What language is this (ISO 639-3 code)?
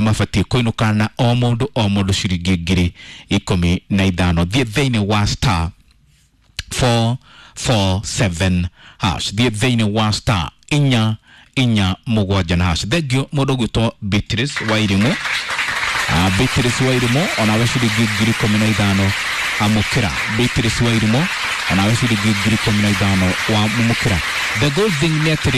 kik